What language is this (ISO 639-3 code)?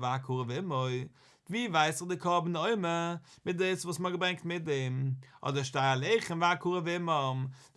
yid